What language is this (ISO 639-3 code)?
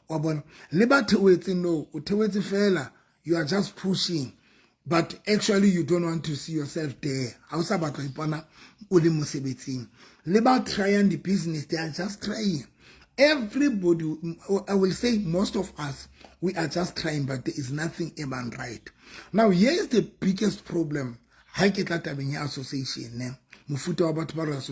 sot